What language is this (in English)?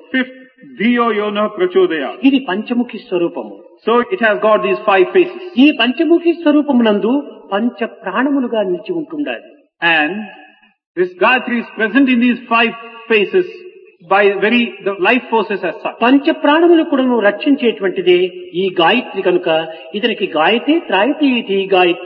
Telugu